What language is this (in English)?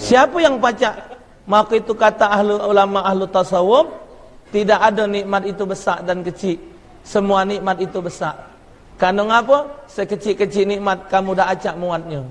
Musi